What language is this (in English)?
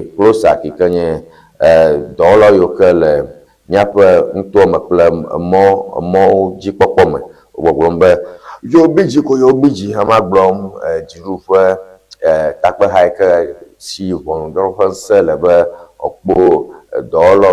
Ewe